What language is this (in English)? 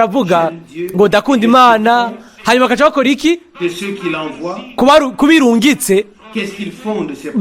Rundi